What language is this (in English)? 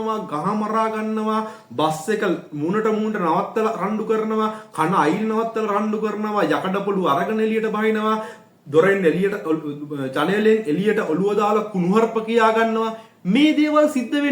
Sinhala